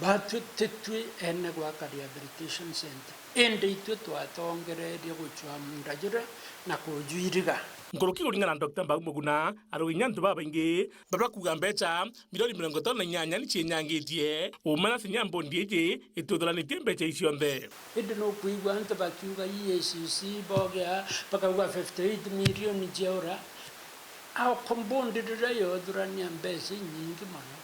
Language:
Meru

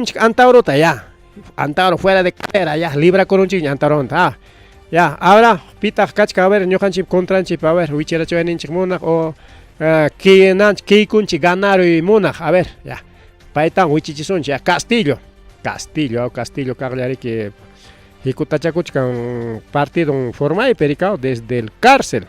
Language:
Ayacucho Quechua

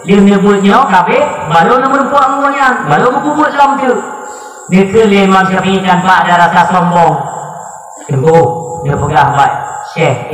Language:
Achinese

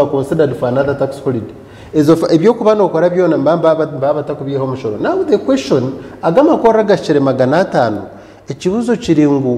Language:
Nyankole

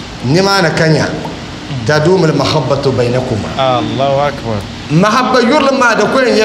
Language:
Dagbani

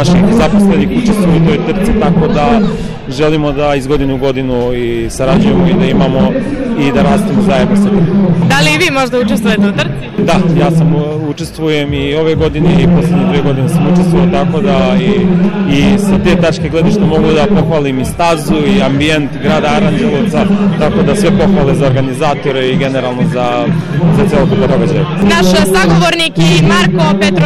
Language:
Serbian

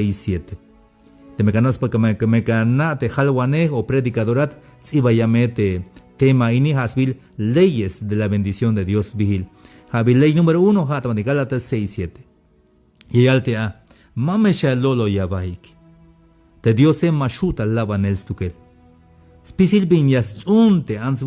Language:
Tzeltal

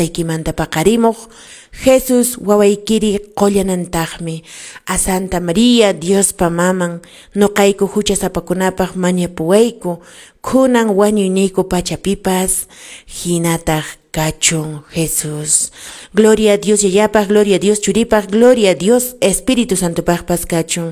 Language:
Quechua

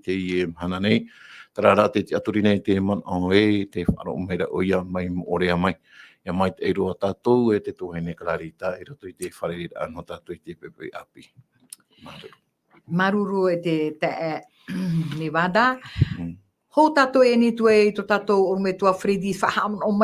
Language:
Tahitian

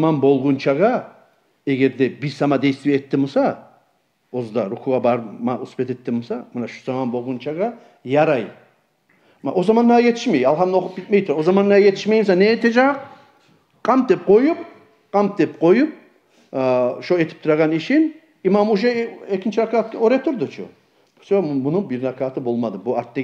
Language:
Kumyk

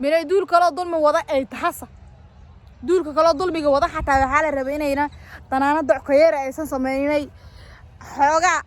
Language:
Somali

